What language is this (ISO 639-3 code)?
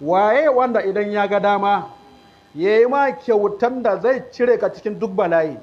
hau